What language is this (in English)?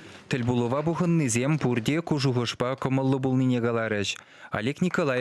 Chuvash